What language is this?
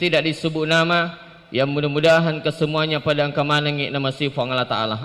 Buginese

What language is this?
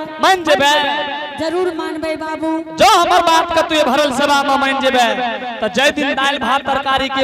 Angika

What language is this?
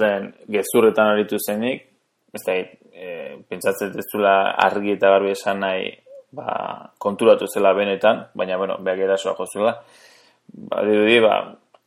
Basque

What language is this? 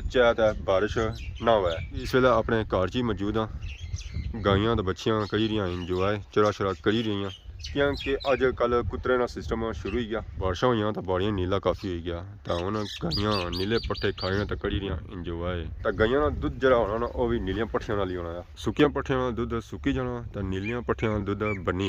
Pahari-Potwari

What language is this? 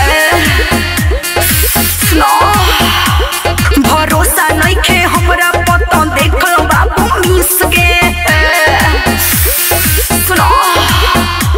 Bhojpuri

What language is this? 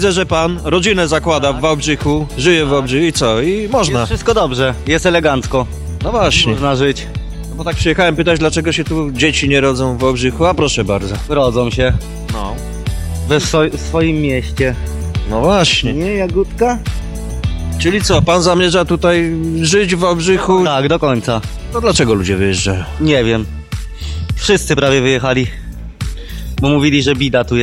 Polish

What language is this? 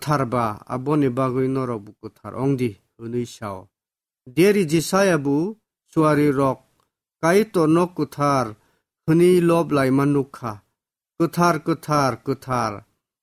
Kok Borok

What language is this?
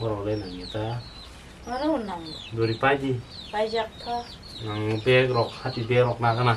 Kok Borok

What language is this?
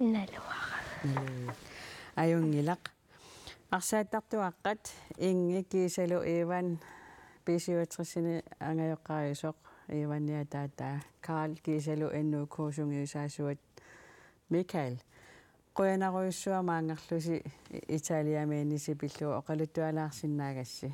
Kalaallisut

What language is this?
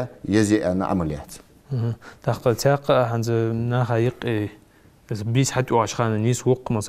Ingush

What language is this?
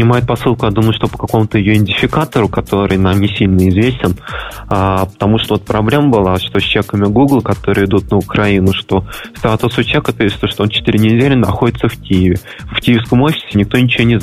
Russian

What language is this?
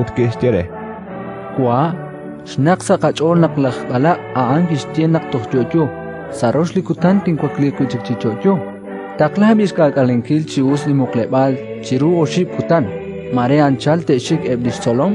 Kekchí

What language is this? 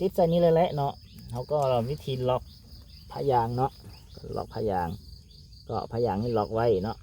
Lao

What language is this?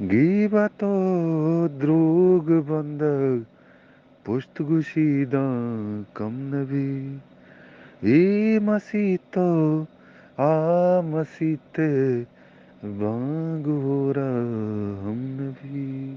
Eastern Balochi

